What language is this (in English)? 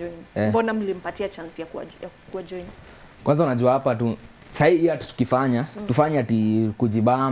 Swahili